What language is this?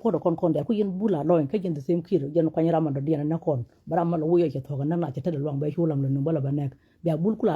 Nuer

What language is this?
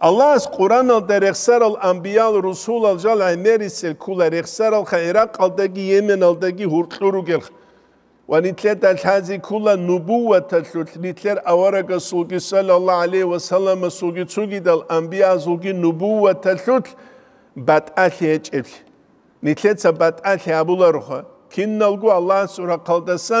Avaric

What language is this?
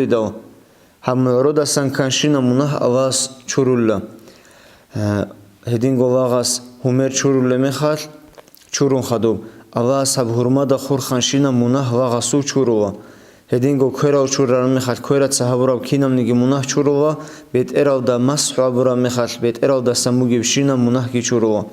Avaric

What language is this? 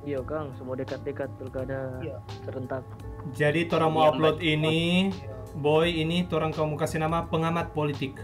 Manado Malay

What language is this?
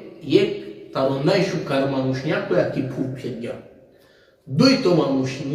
Balkan Romani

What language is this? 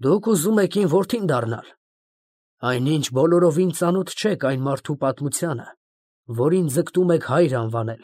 Armenian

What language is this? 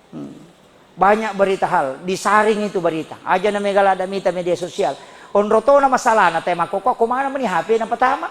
Buginese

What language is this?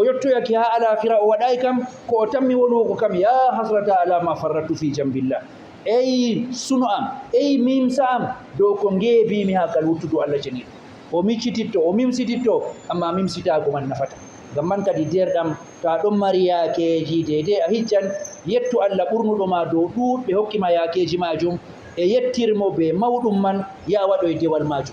Fula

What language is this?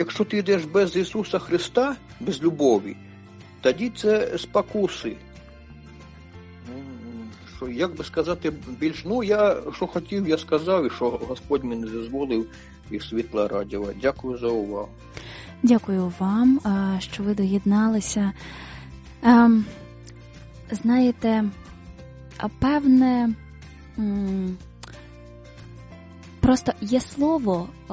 Ukrainian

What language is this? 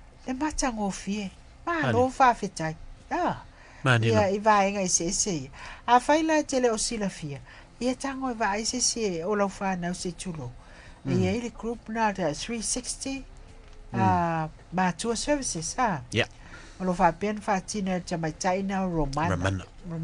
Samoan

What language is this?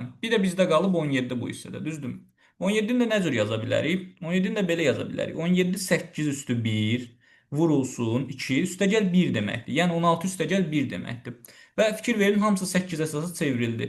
Azerbaijani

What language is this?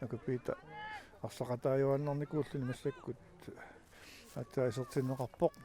Kalaallisut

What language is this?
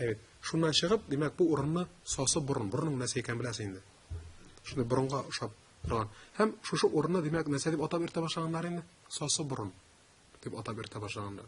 Tatar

